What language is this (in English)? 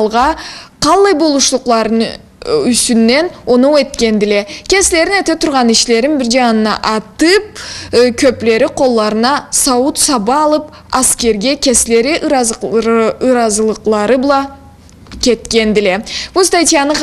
Karachay-Balkar